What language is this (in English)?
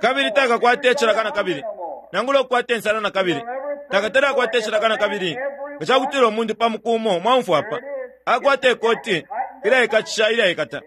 Bemba